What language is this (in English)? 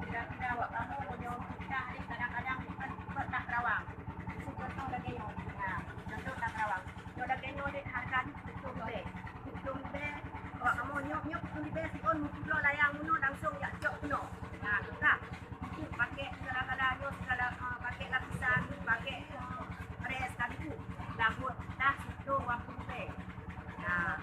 Achinese